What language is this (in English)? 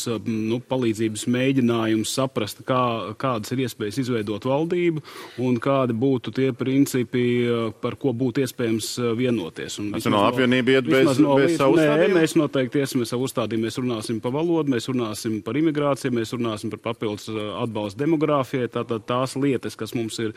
Latvian